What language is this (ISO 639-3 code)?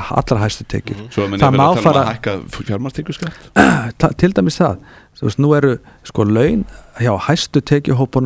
isl